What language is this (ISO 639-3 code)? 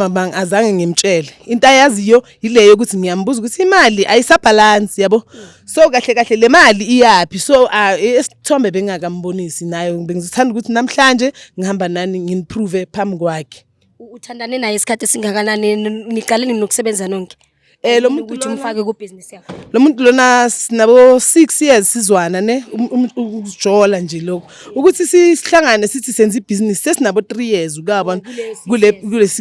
zul